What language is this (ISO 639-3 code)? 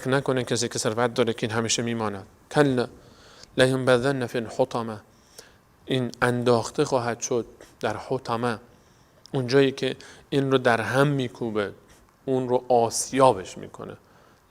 fas